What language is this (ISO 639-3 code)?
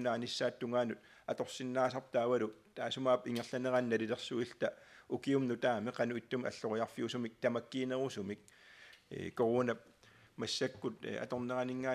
kal